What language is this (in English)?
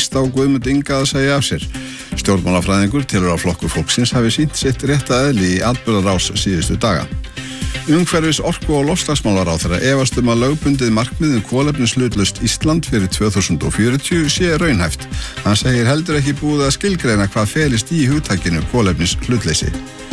Icelandic